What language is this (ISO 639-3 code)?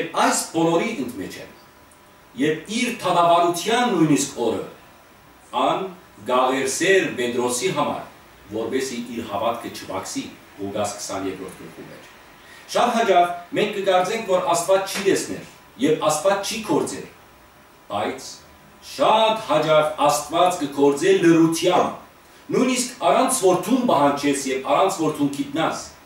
hyw